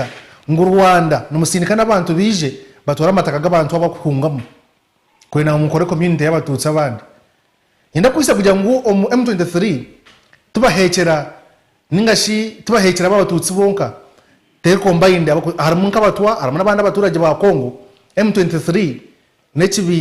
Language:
Nyankole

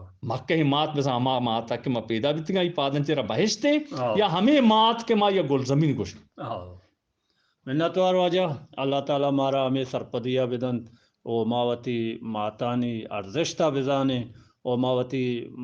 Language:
Eastern Balochi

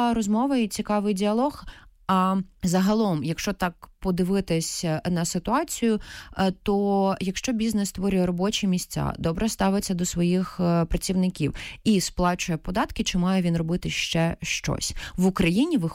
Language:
Ukrainian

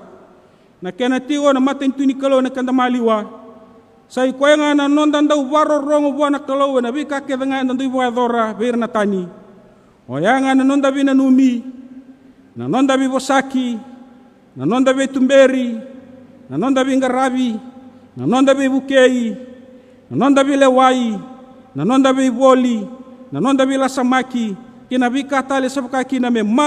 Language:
Fijian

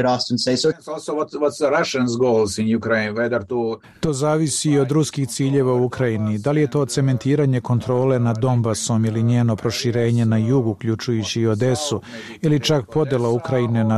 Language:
Serbian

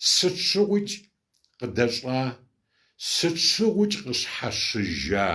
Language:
Kabardian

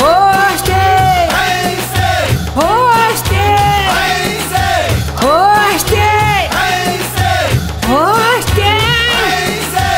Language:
Newari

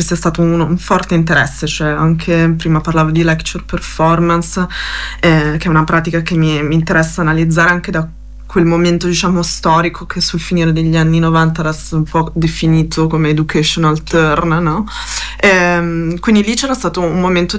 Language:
Italian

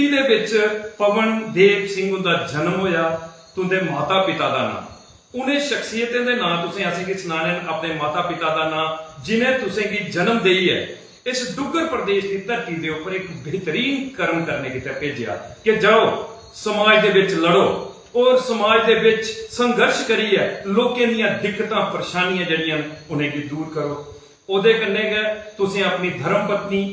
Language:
Dogri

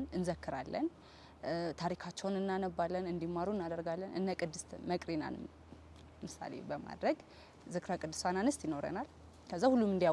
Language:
Amharic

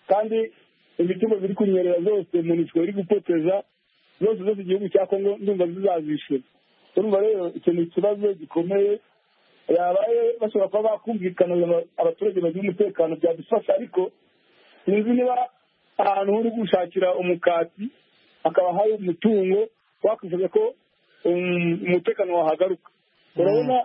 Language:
Kinyarwanda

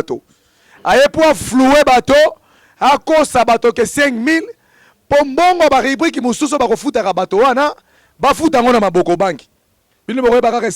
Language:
Lingala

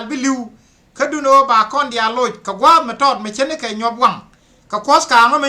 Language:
Nuer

